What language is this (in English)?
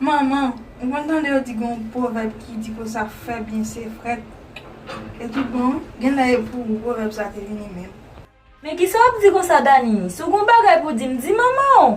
Haitian Creole